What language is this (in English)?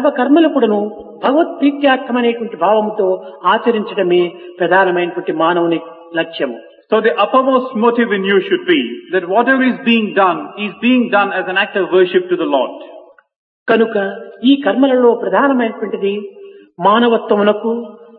Telugu